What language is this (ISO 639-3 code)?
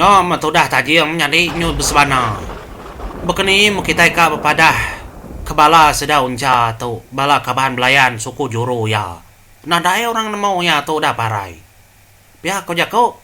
iba